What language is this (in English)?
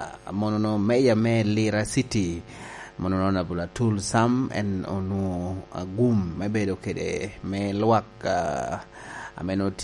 Lango (Uganda)